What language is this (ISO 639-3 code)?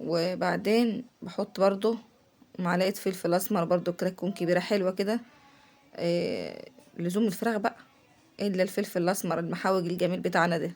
arz